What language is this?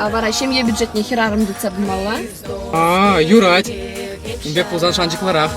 Chuvash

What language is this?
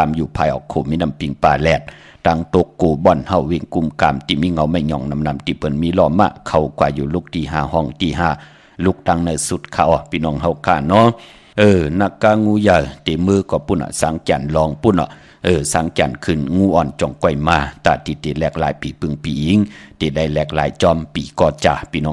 Shan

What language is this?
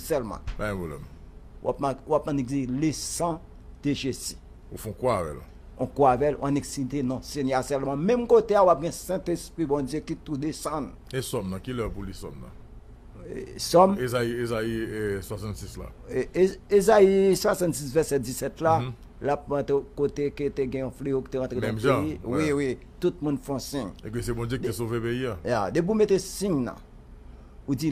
Haitian Creole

